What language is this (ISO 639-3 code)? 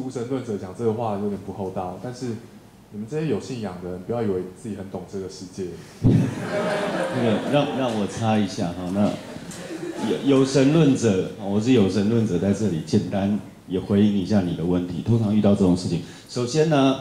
zho